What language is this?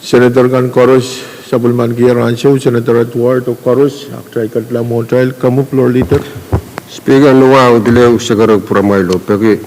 Pohnpeian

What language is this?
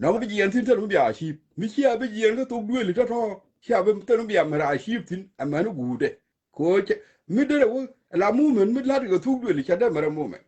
Nuer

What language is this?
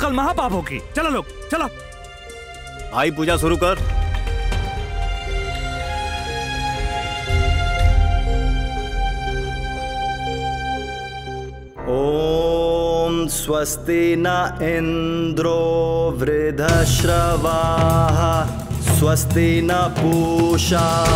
Bhojpuri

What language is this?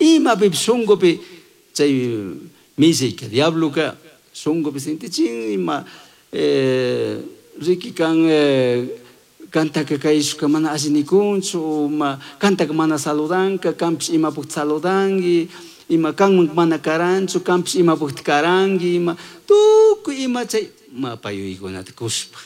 Chimborazo Highland Quichua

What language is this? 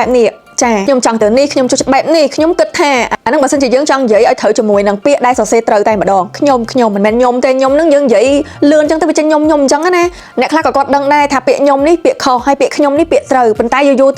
Khmer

